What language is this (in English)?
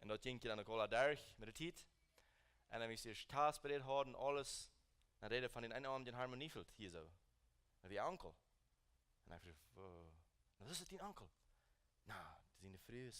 Plautdietsch